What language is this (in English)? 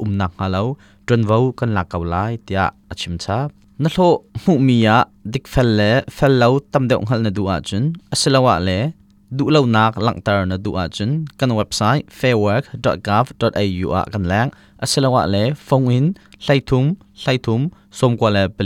Hakha Chin